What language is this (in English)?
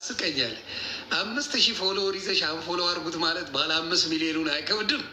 Amharic